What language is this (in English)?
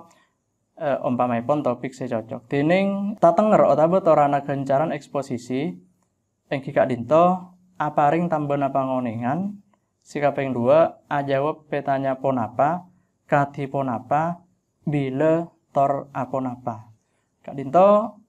Madurese